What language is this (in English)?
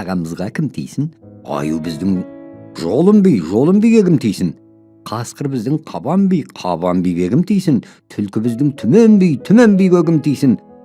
Kazakh